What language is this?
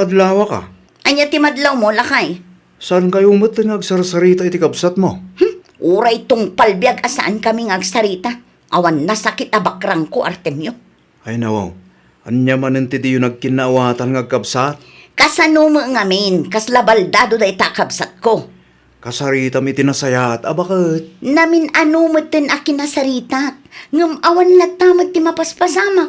Iloko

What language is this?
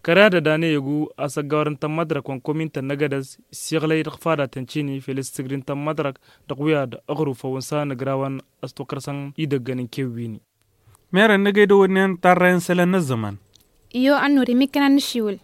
Tamasheq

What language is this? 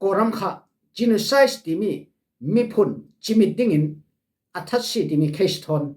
Falam Chin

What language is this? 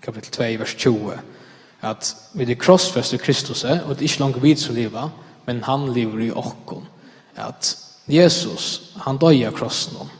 Faroese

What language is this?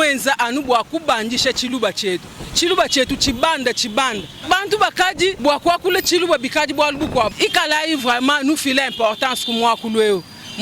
Luba-Lulua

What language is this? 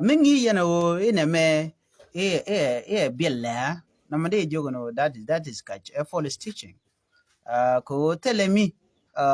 Nuer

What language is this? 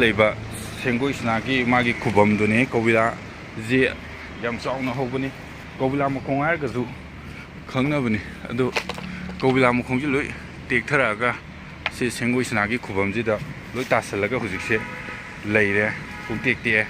Manipuri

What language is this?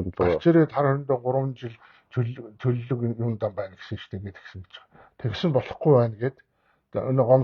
Mongolian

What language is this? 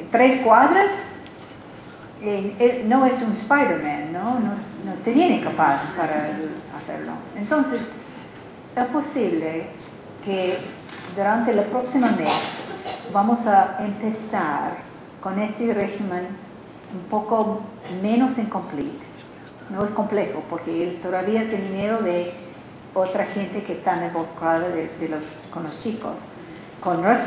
Spanish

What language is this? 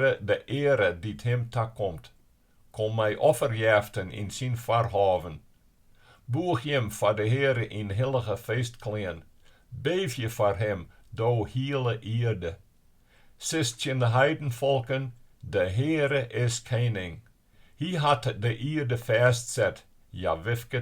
Western Frisian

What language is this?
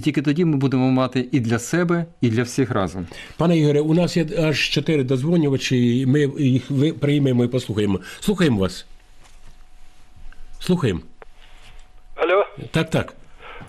Ukrainian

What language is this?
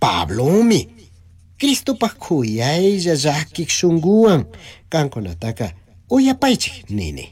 Chimborazo Highland Quichua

